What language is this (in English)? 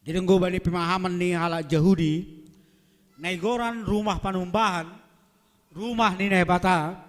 Batak Simalungun